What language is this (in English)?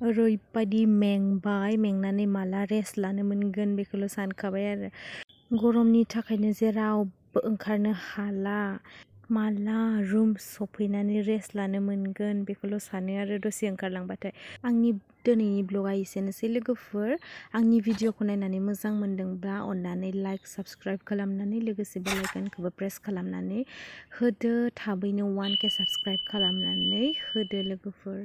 Bodo